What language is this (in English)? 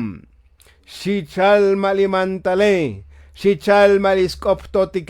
Tzotzil